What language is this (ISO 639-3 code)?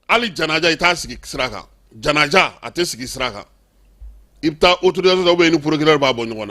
bam